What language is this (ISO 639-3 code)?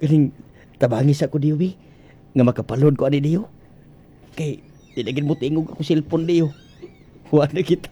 ceb